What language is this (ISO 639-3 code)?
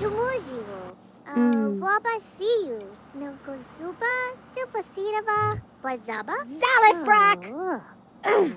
bar